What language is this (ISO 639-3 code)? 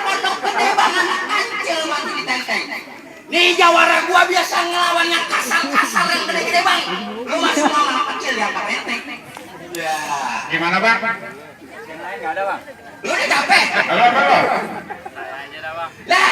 bew